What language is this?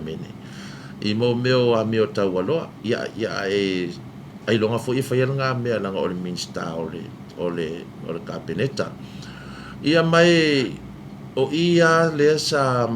Samoan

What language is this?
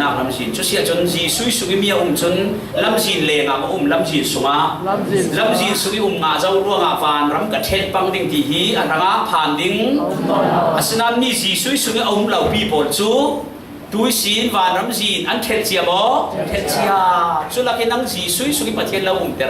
Falam Chin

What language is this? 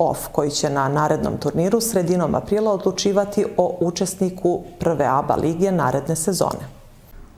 Serbian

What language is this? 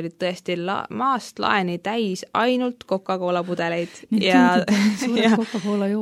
Estonian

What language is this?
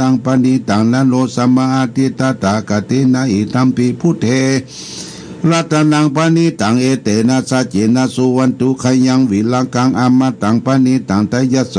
Pali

